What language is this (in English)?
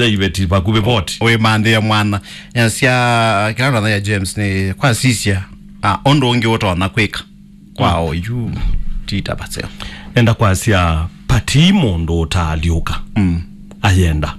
Kamba